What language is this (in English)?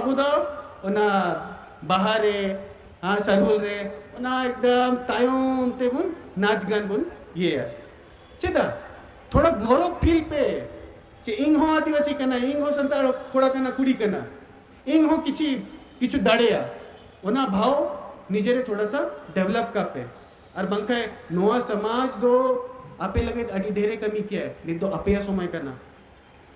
Santali